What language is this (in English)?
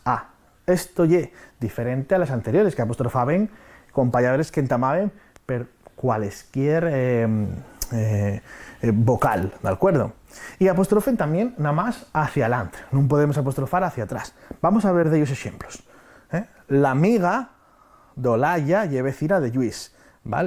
Asturian